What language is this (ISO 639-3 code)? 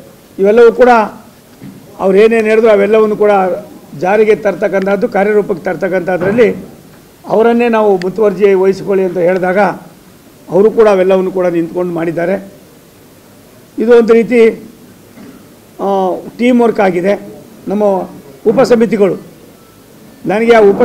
kan